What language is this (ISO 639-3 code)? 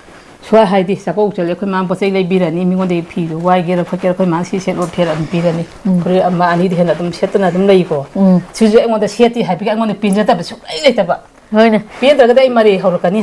mni